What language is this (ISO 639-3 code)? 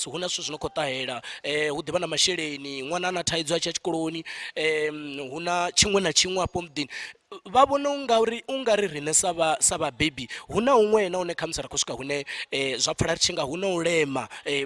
ven